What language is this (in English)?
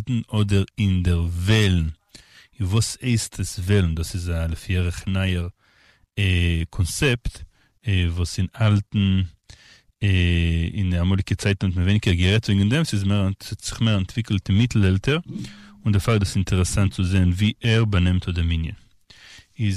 Yiddish